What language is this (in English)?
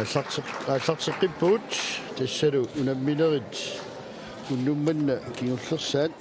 Kalaallisut